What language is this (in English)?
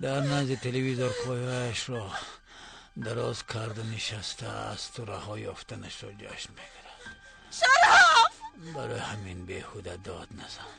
Tajik